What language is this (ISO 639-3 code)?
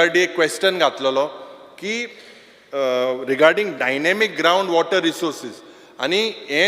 kok